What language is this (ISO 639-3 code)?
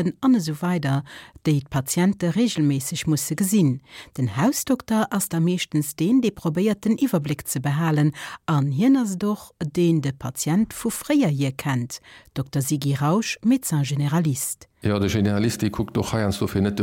ltz